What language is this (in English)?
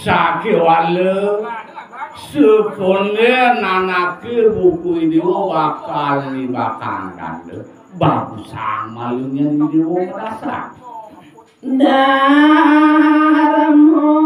Balinese